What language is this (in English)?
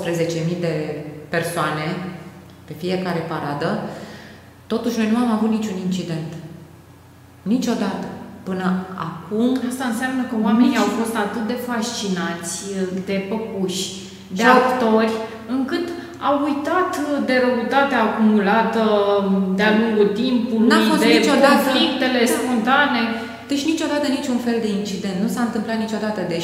Romanian